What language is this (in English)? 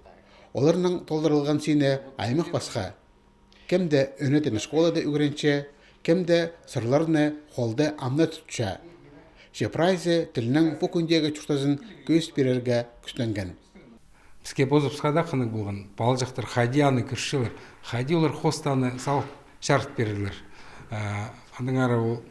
Khakas